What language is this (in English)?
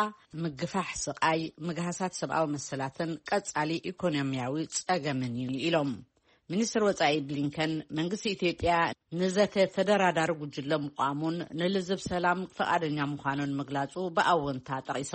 Tigrinya